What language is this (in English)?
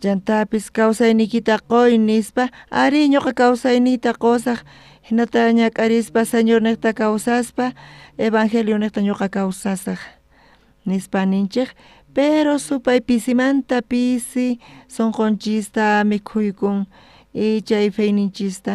South Bolivian Quechua